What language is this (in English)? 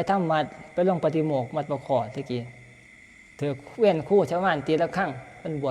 Northeastern Thai